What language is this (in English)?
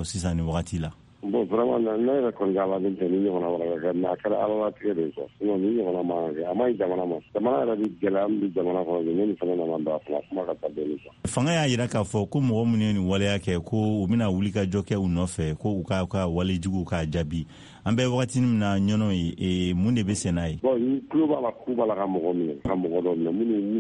Bambara